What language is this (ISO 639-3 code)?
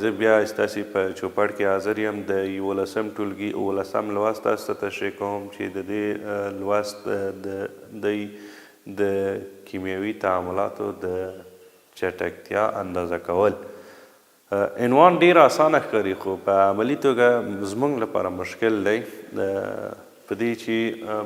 pus